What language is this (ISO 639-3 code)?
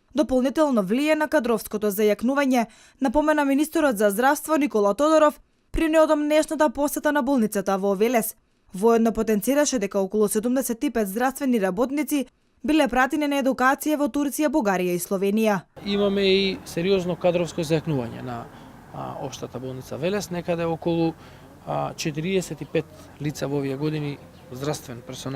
mkd